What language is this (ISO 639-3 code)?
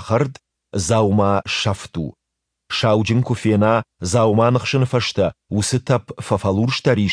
oss